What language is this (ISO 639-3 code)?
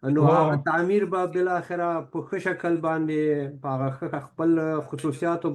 pus